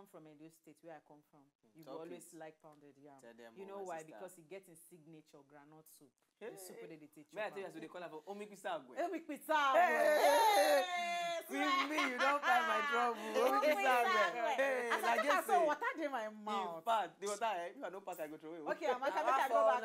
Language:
Nigerian Pidgin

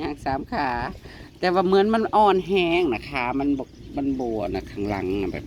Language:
Northeastern Thai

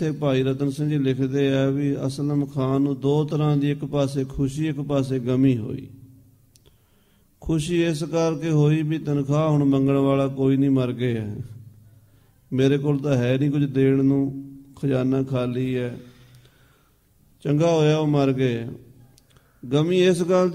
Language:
Punjabi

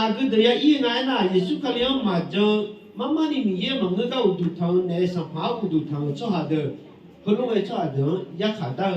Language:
Akha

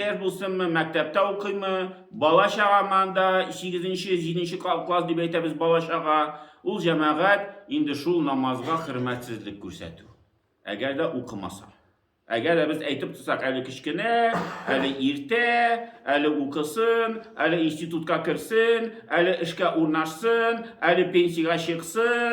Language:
Tatar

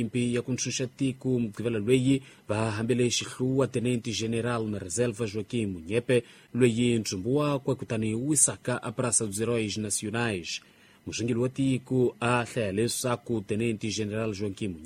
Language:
Tsonga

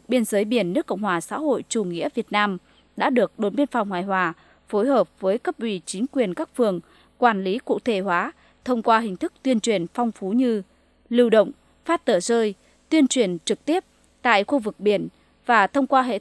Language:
Vietnamese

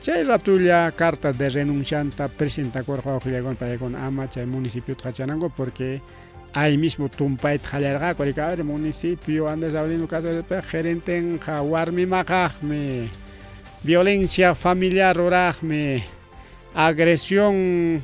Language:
Ayacucho Quechua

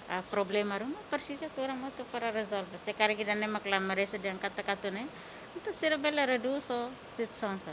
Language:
Tetum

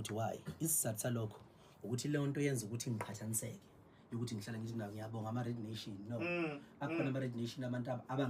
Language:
Zulu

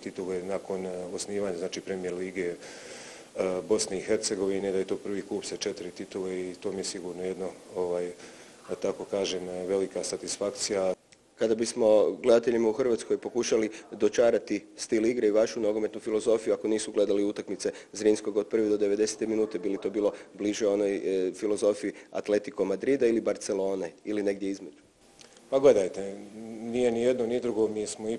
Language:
Croatian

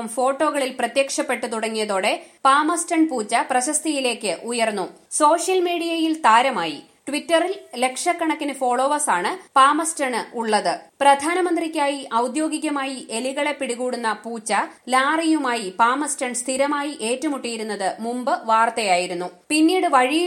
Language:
Malayalam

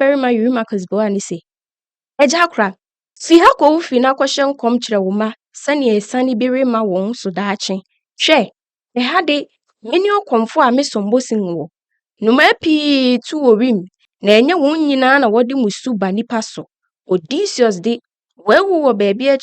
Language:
Akan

